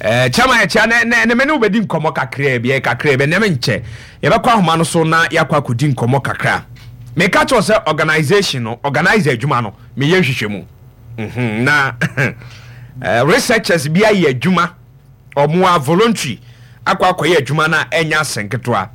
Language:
Akan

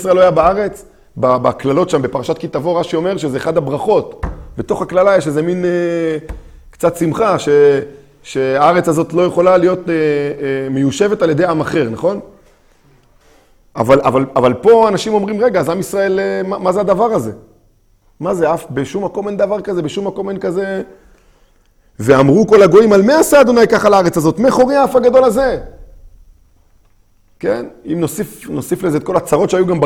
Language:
Hebrew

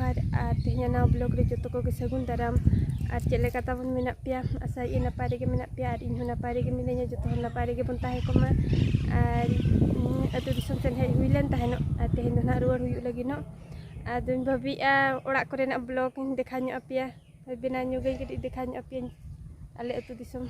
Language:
Santali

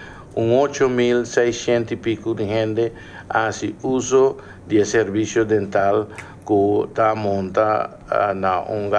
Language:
Papiamento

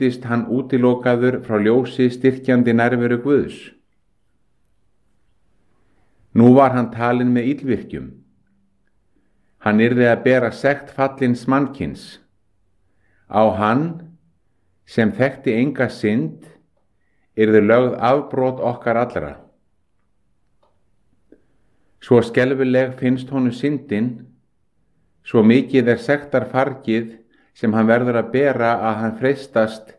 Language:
Icelandic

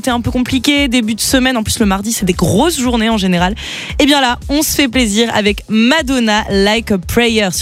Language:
French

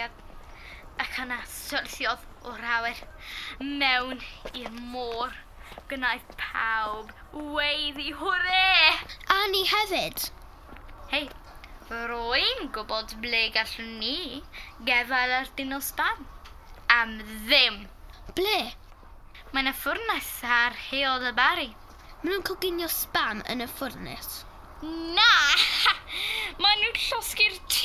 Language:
Welsh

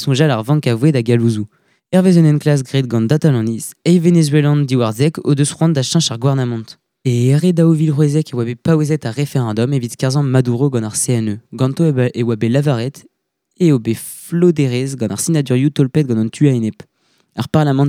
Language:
Breton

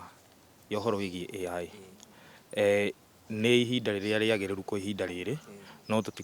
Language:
Kikuyu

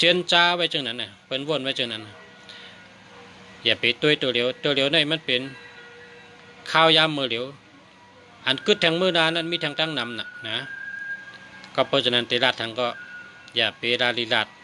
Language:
Shan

